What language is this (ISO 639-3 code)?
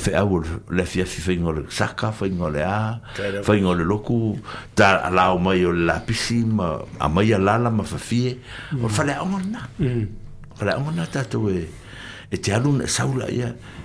smo